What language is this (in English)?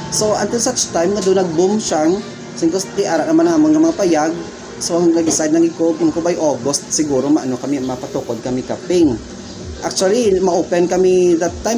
Hiligaynon